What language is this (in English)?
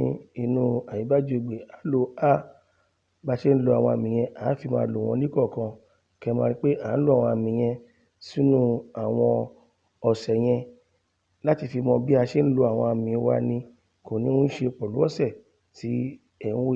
Yoruba